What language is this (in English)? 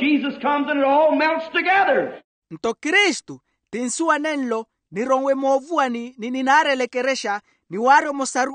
Makhuwa